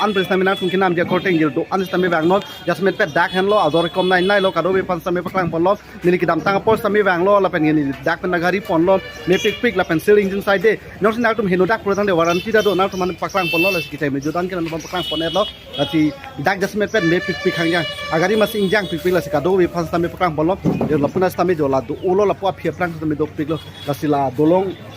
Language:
Karbi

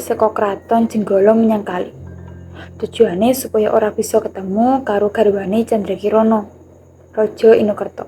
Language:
Javanese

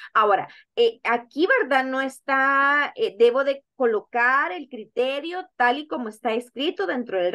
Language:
Spanish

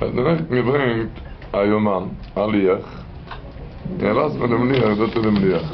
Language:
Yiddish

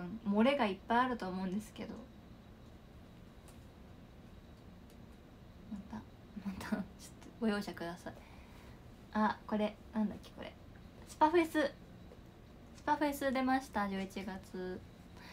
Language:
Japanese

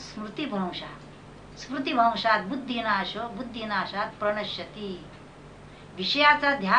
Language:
Marathi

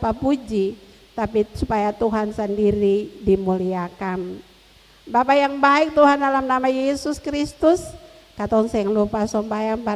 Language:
Ambonese Malay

